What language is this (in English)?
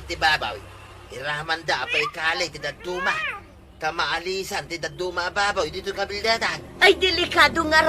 Iloko